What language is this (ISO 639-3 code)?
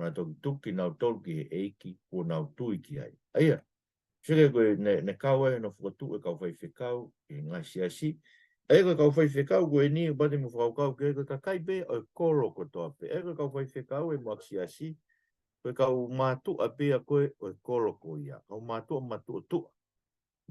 ton